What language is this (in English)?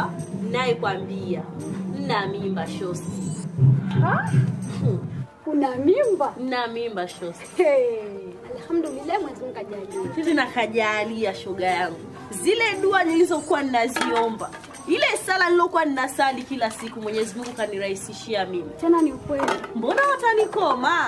Swahili